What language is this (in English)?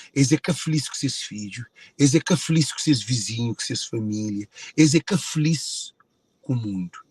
Kabuverdianu